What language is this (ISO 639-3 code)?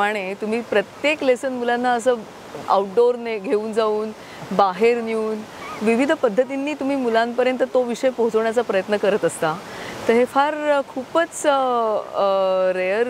mar